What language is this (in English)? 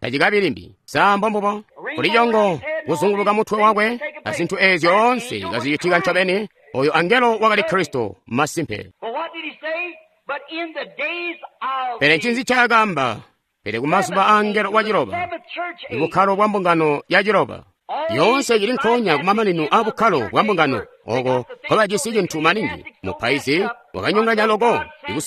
Tonga (Zambia)